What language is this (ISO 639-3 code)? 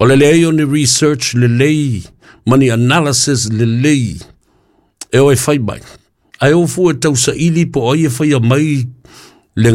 smo